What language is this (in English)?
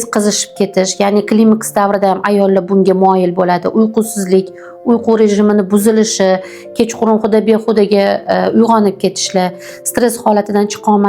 Uzbek